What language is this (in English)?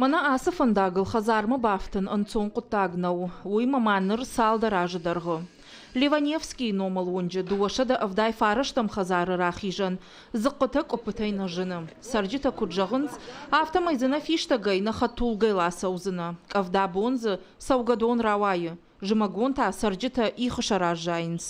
Ossetic